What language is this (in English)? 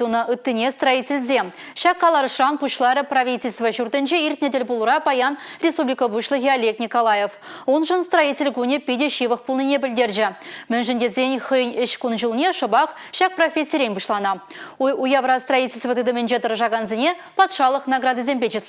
Chuvash